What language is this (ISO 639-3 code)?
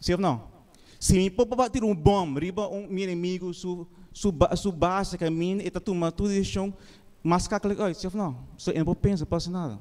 pap